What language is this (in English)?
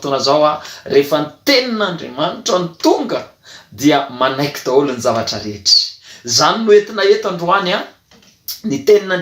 Malagasy